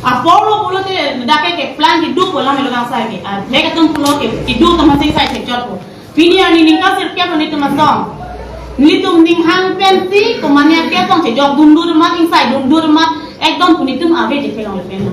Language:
Karbi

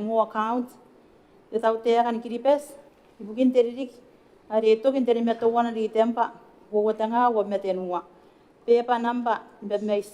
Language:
Gilbertese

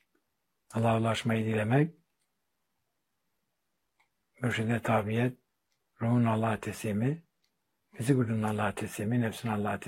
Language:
Turkish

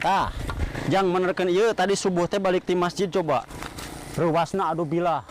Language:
Sundanese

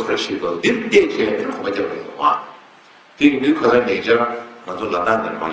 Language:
Tibetan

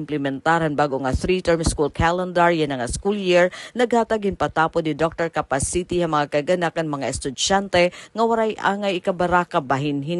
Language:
Waray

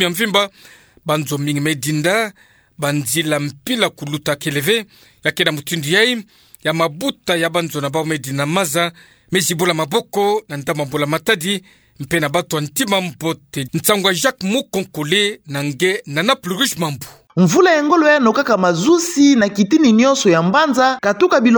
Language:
Kituba (Democratic Republic of Congo)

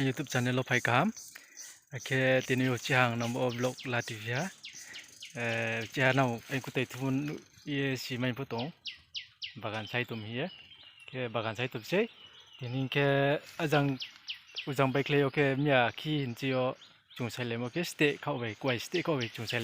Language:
Riang (India)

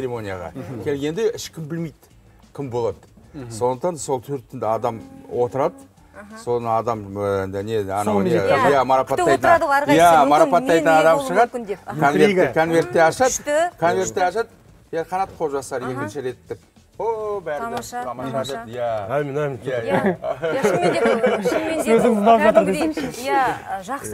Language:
Kazakh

